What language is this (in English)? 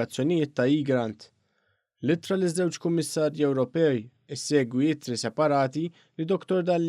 Maltese